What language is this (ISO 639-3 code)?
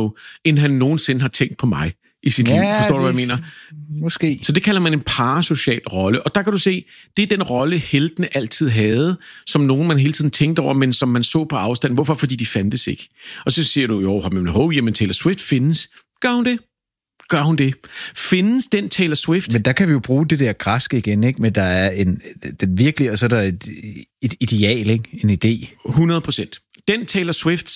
dan